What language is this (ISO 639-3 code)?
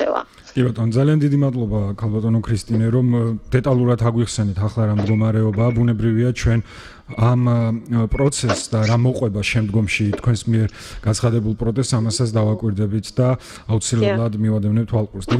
kat